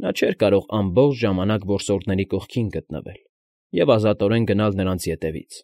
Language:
Armenian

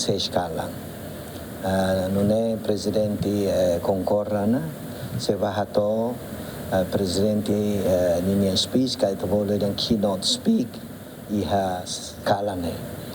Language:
Tetum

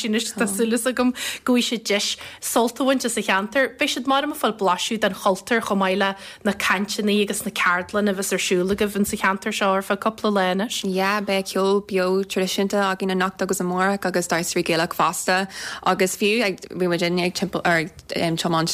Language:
Irish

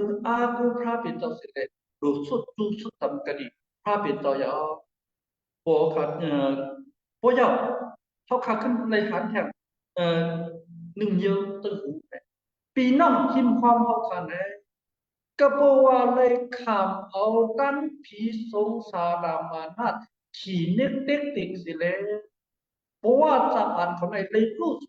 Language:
Shan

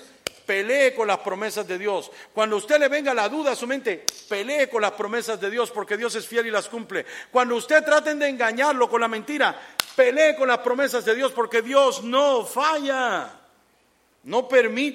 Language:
Spanish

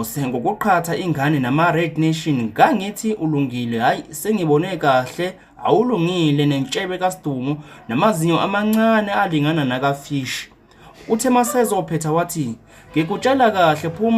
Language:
Zulu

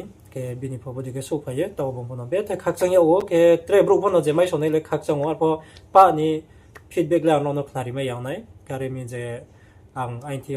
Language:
Riang (India)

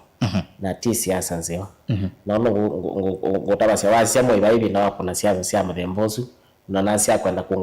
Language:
Kamba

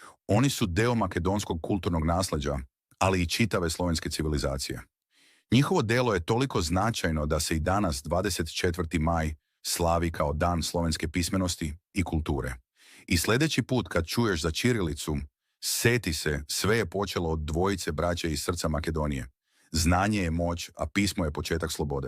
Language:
Macedonian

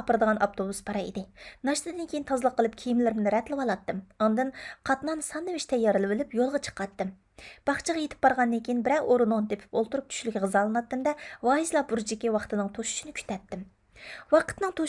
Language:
Uyghur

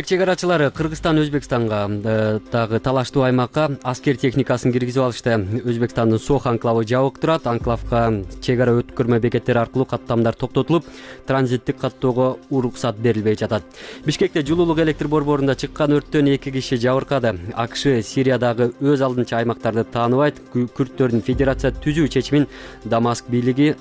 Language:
Kyrgyz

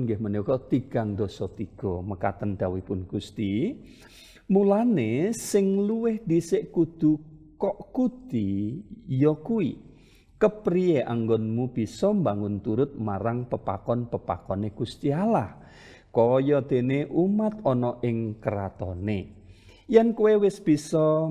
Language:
Javanese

